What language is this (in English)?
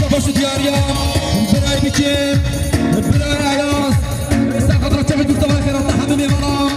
Kurdish